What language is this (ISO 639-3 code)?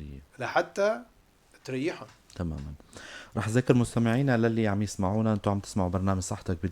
apc